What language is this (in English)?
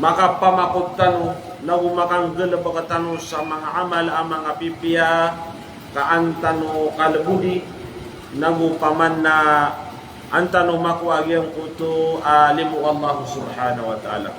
Maranao